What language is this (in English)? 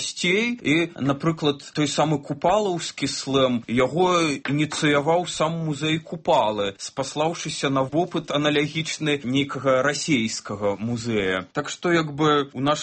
Belarusian